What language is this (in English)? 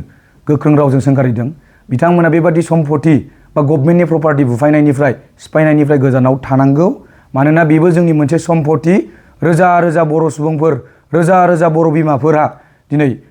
Bodo